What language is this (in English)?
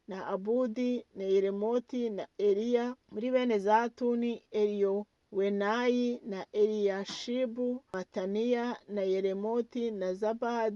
Kinyarwanda